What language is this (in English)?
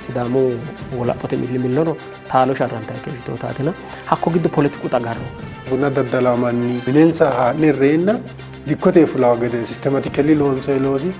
Sidamo